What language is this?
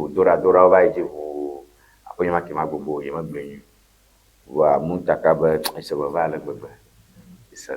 Ewe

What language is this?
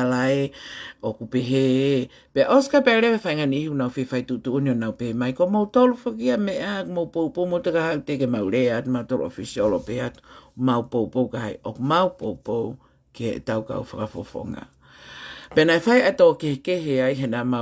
Tongan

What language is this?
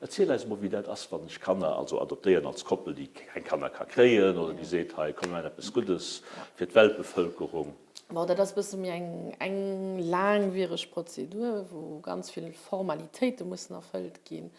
Luxembourgish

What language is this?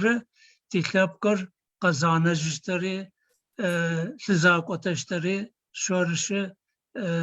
Adyghe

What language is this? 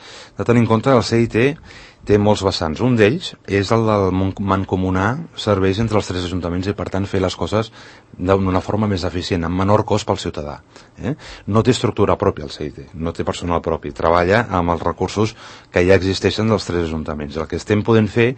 Catalan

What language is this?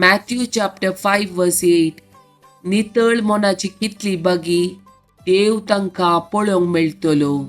Konkani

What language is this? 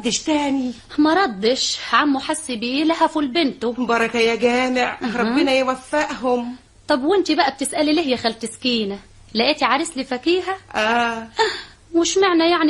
Egyptian Arabic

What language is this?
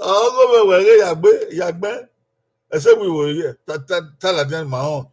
Bini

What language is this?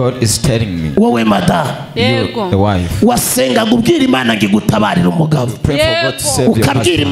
Kinyarwanda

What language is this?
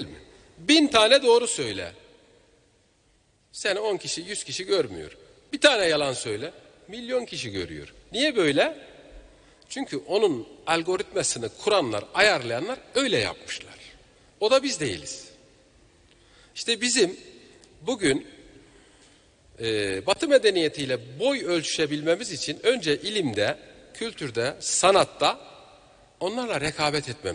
Turkish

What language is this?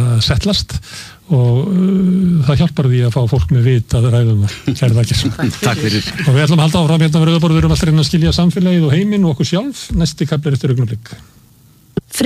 Icelandic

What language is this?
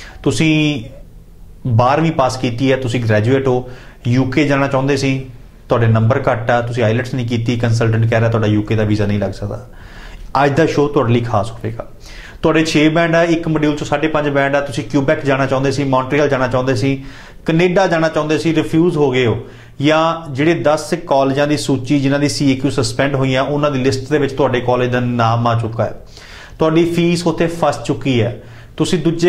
Punjabi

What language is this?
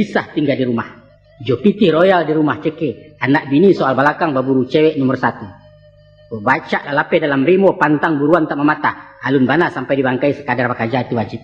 Minangkabau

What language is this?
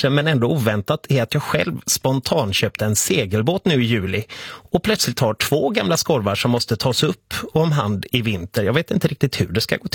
Swedish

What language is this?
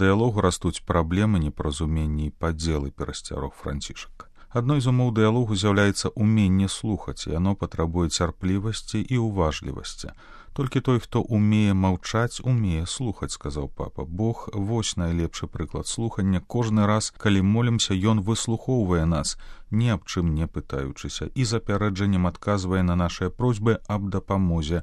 Belarusian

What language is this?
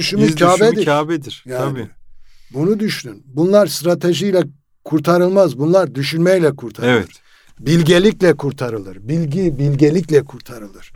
Turkish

